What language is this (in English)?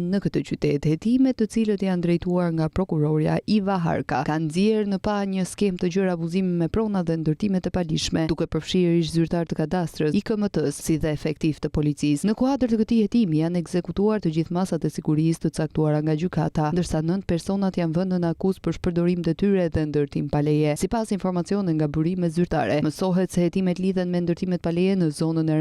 Albanian